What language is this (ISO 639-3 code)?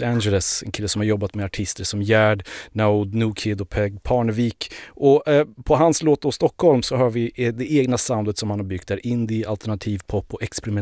swe